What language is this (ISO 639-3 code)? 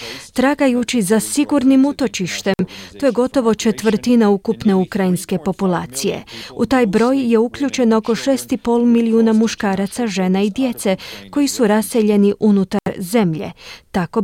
hrv